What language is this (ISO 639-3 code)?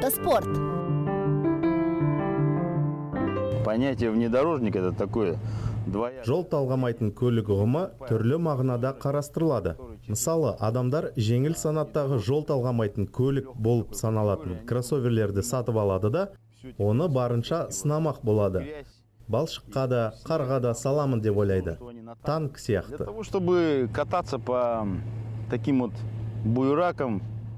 kaz